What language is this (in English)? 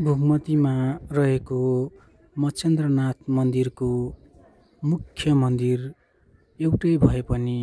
Nepali